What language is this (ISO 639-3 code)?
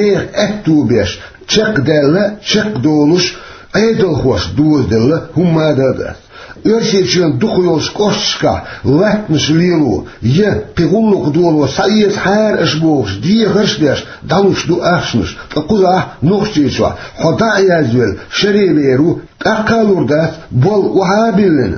che